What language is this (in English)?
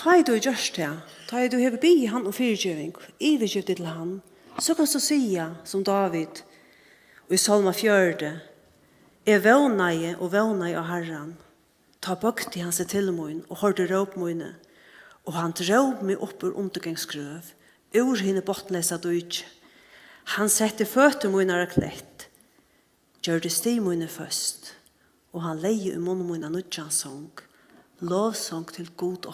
Faroese